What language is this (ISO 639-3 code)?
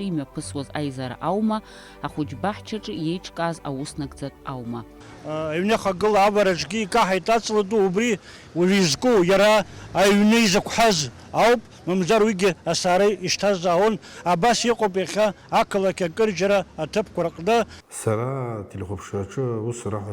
abk